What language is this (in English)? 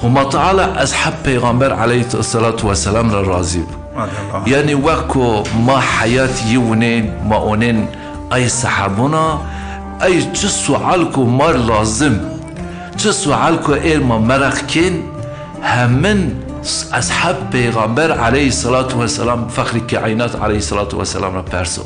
Zaza